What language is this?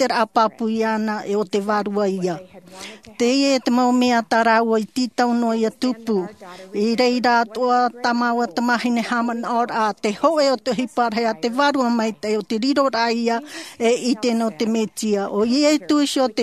Tahitian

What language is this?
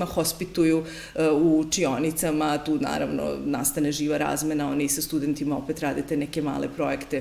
Serbian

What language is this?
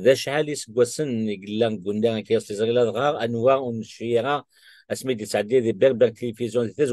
Kabyle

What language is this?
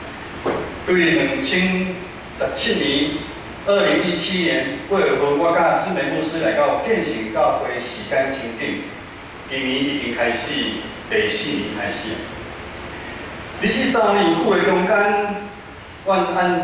Min Nan Chinese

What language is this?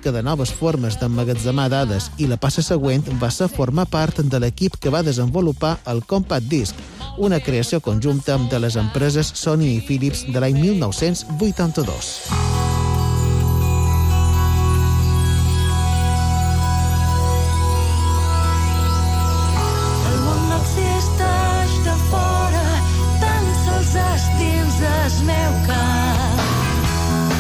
Catalan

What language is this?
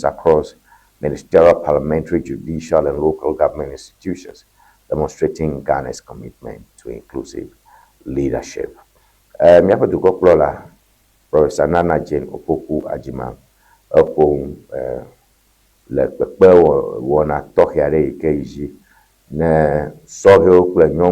Ewe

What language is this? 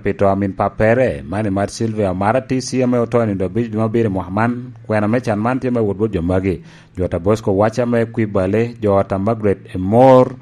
Lango (Uganda)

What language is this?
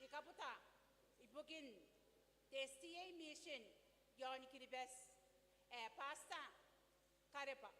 Gilbertese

